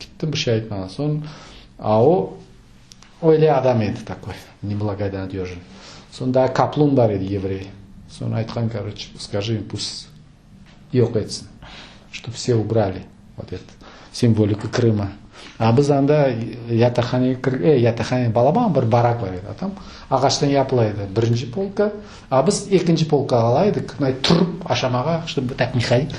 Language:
Crimean Tatar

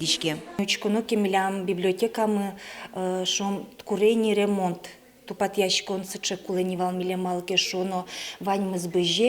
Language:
Udmurt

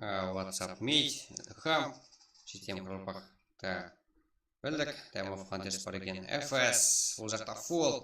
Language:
Kara-Kalpak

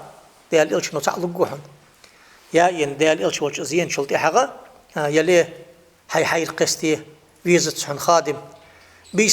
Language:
Ingush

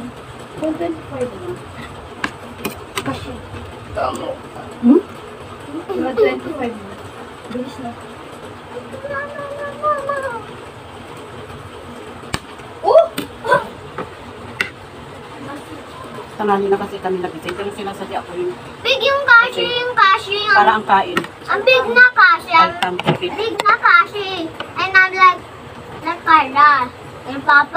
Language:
Filipino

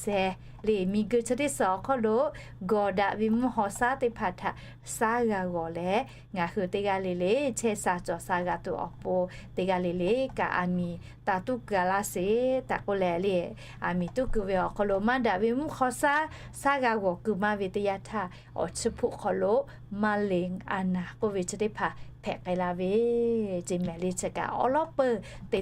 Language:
Lahu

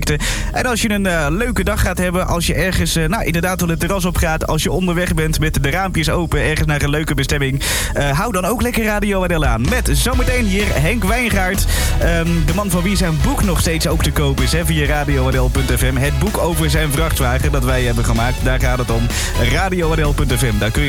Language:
Dutch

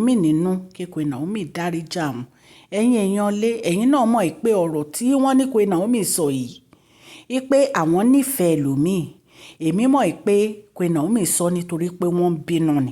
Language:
Yoruba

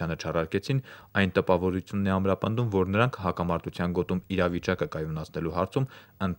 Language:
Armenian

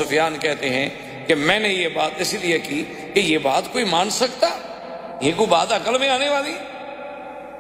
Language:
Urdu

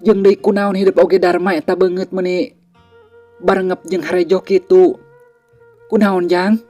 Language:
Sundanese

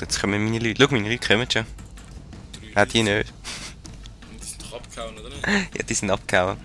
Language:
Swiss German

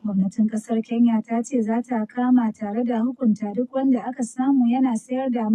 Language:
Hausa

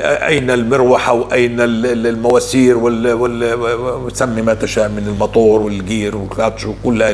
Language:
North Levantine Arabic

